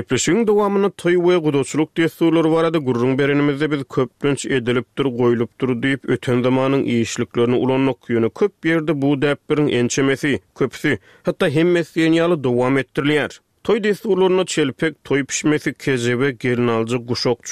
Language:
Turkmen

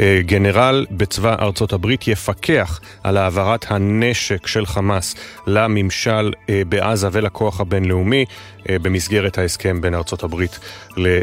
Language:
Hebrew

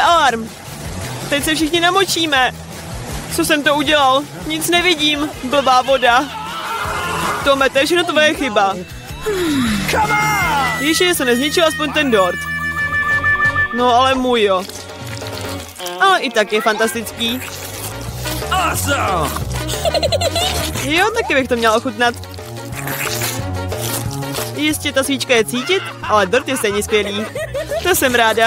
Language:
Czech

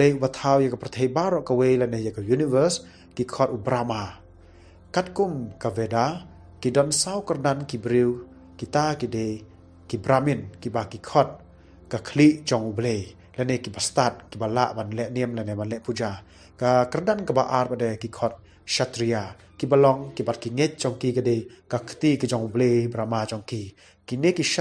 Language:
Khasi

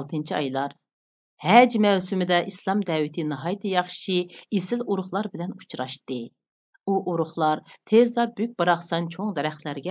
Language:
Uyghur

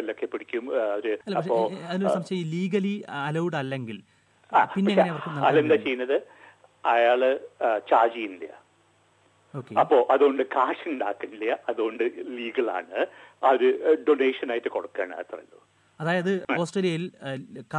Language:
Malayalam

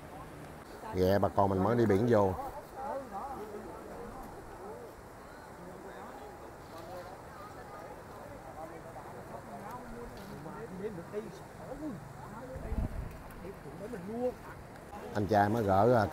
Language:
Vietnamese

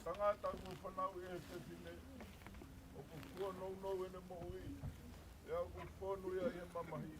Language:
Tongan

